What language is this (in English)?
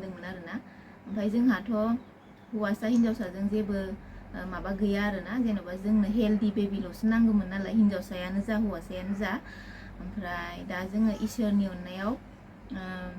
Bodo